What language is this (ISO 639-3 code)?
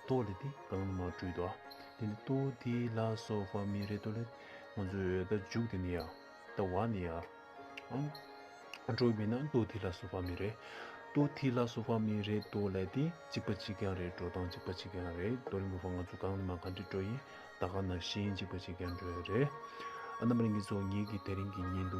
bod